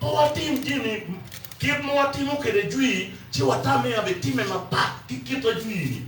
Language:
Acoli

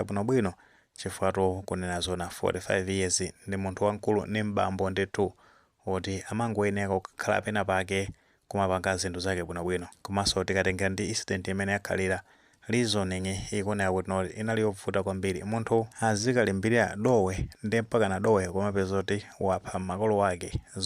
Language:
Nyanja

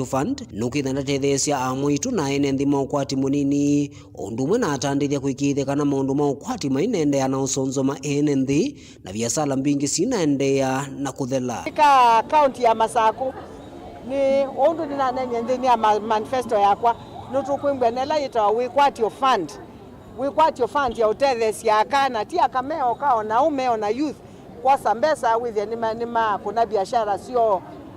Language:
Kamba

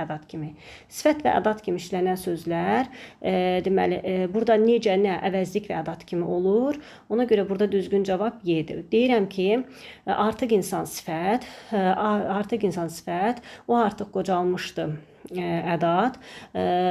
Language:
Azerbaijani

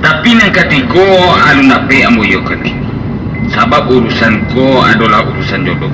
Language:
Minangkabau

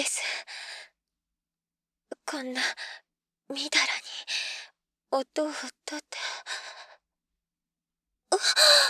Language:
Japanese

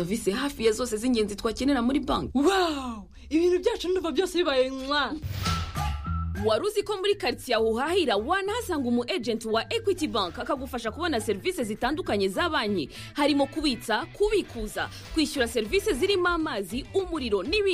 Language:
Kinyarwanda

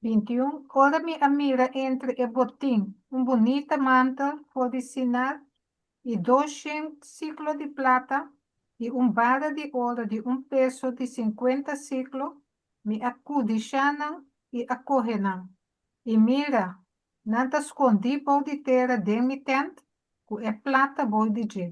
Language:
Papiamento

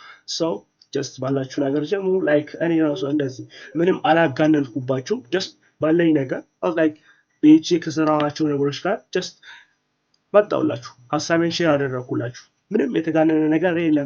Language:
Amharic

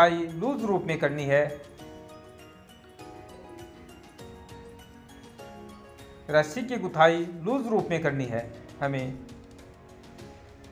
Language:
Hindi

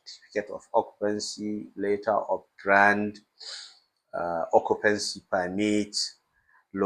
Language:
Hausa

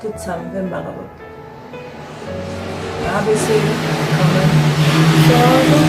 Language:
Haitian Creole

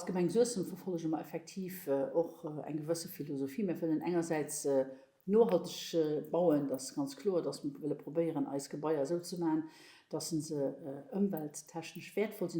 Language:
Luxembourgish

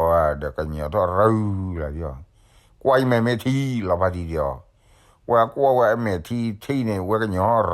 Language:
S'gaw Karen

